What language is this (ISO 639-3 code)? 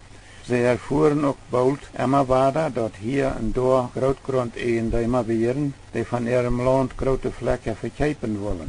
pdt